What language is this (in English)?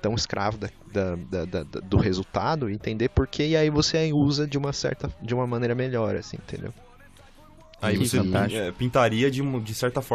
Portuguese